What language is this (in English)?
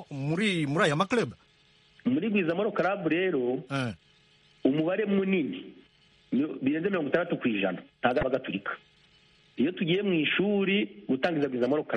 Kinyarwanda